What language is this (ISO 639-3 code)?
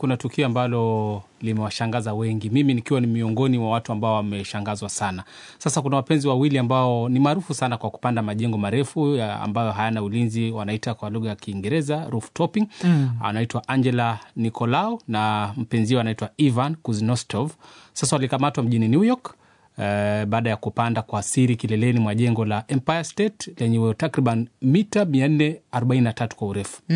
swa